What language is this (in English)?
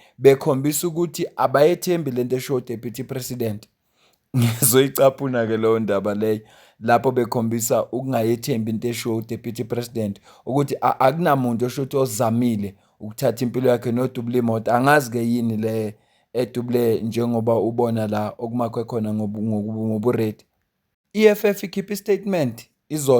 Zulu